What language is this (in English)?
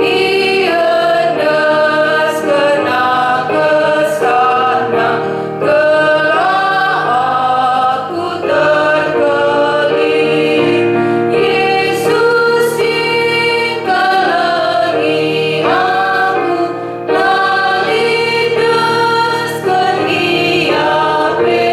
Batak Karo